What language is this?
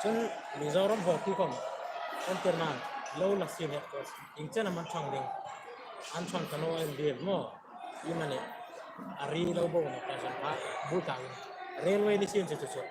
Hmar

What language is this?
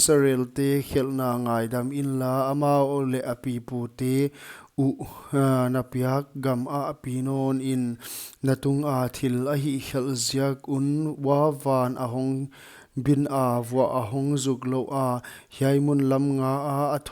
Paite Chin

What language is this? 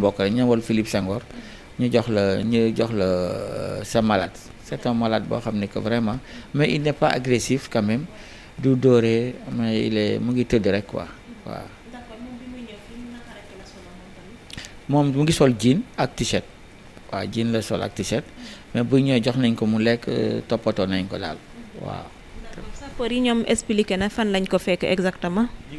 Wolof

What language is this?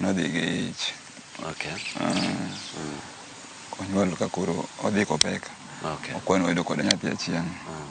Luo (Kenya and Tanzania)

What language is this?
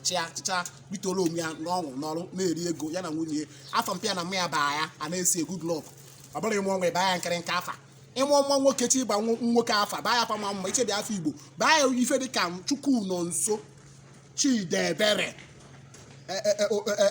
Igbo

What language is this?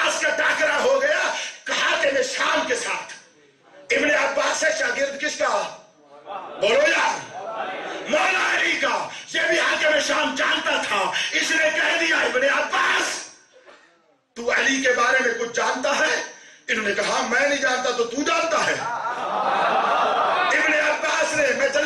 Urdu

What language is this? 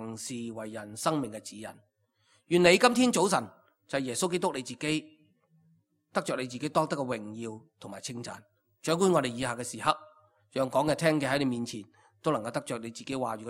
Cantonese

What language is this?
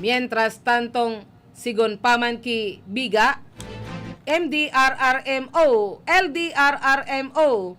Bikol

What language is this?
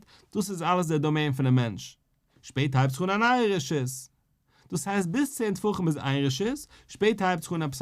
Yiddish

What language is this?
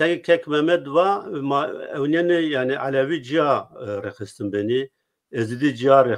Zaza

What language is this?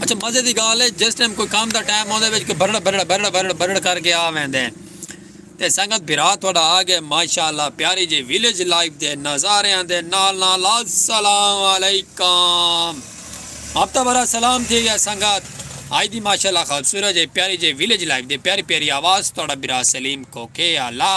Saraiki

